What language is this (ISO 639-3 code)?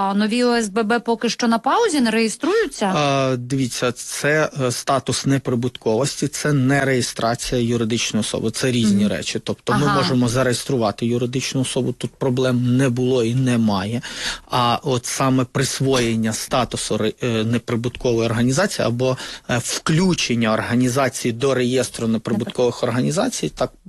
ukr